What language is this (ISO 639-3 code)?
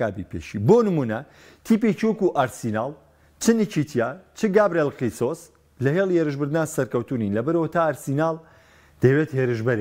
ckb